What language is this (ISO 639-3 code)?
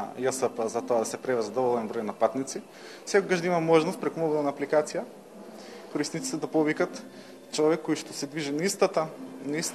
mkd